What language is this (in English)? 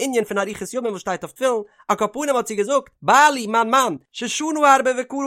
Yiddish